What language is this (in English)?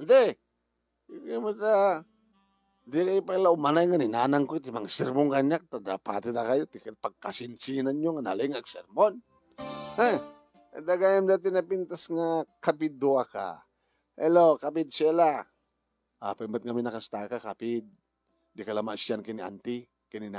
Iloko